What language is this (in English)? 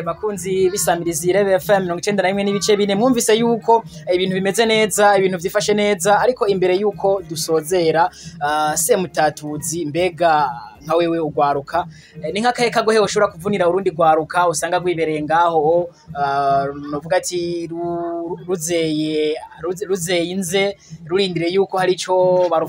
Rundi